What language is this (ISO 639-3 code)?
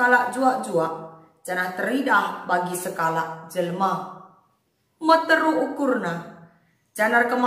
btx